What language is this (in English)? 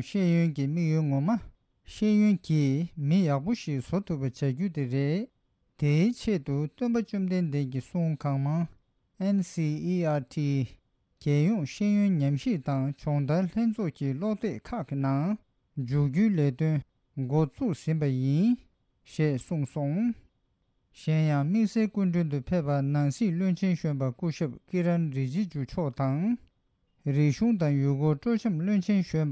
Tibetan